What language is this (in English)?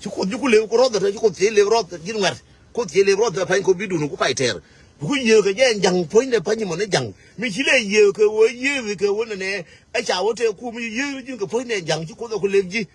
Nuer